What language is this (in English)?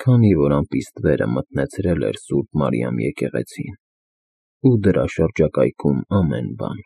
Armenian